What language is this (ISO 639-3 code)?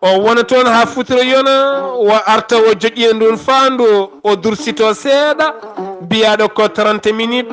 ful